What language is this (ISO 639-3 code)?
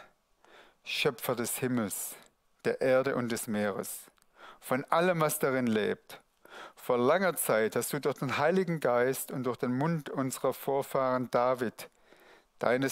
gsw